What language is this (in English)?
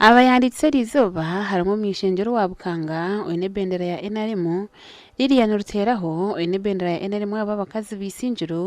Nyankole